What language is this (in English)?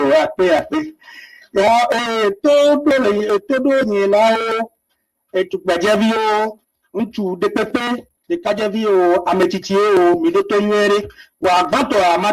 Ewe